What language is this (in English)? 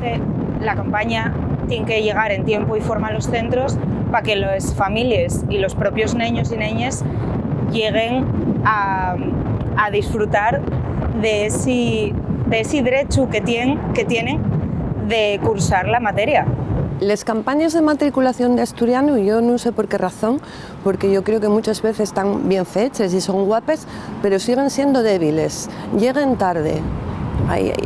Asturian